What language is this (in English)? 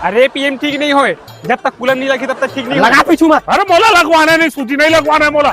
Chhattisgarhi